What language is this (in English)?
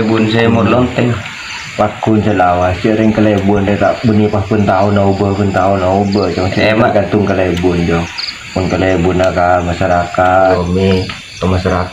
Madurese